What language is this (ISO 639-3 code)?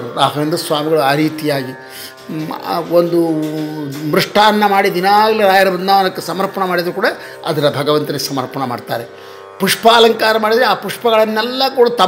kan